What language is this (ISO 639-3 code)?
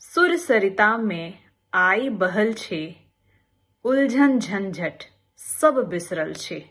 mai